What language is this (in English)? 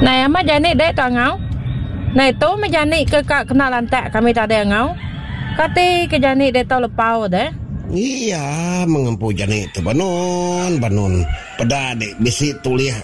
Iban